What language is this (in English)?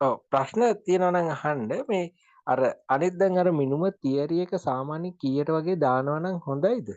Sinhala